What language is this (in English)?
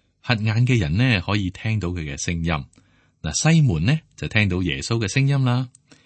Cantonese